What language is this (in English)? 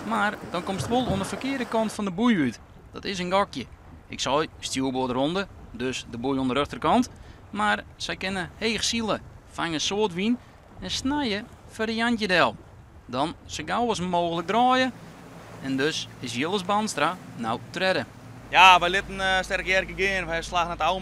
Western Frisian